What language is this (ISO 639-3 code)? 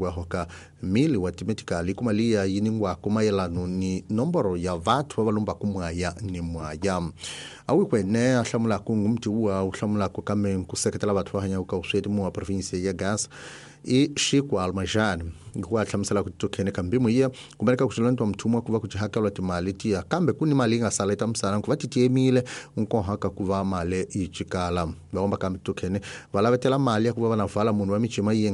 tso